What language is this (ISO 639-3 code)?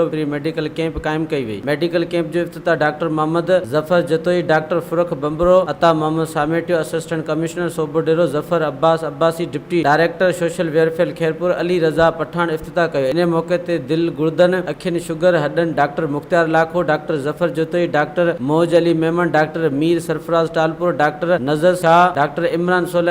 snd